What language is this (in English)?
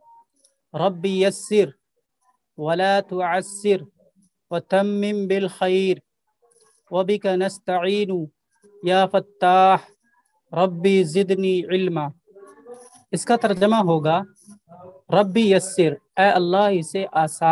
Urdu